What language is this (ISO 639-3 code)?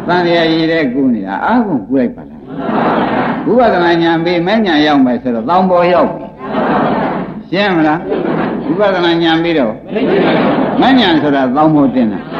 mya